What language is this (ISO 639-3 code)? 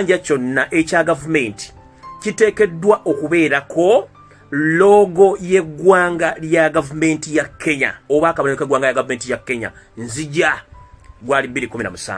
lug